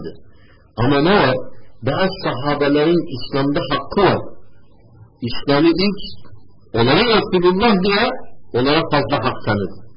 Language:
Turkish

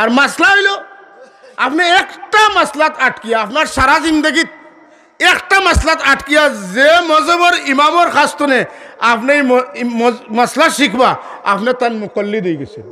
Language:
Sylheti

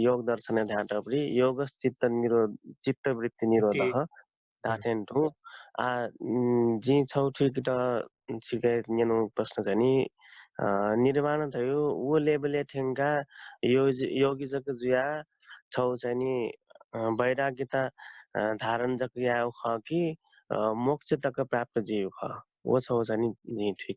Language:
Newari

